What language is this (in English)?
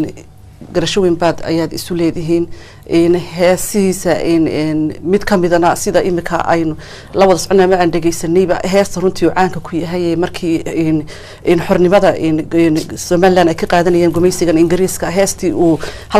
Somali